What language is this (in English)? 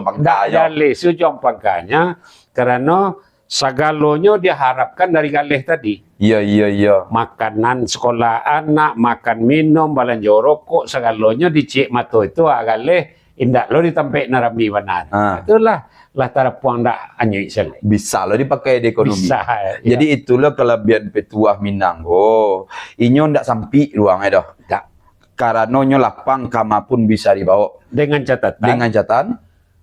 Minangkabau